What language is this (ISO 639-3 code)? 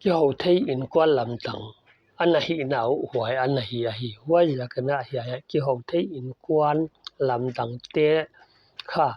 pck